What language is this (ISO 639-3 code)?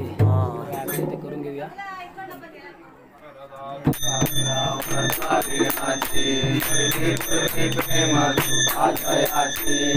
mar